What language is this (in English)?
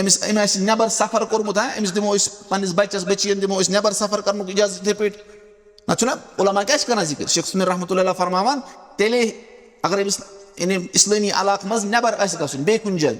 Kashmiri